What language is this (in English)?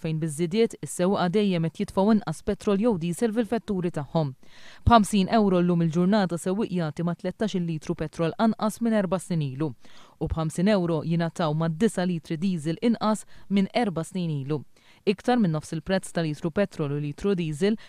Maltese